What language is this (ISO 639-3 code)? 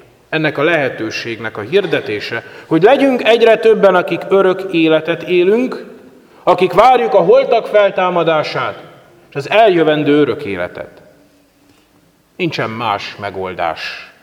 hun